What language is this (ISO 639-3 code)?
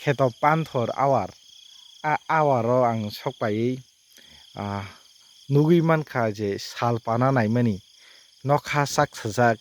trp